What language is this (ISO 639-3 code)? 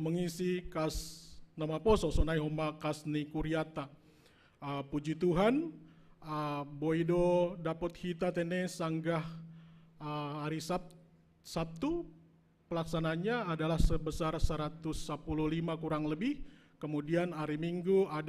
bts